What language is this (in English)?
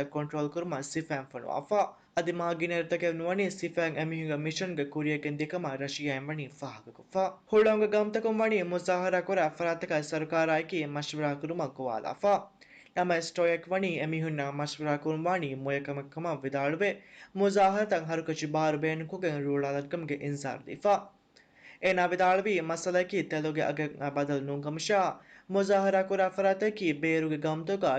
Divehi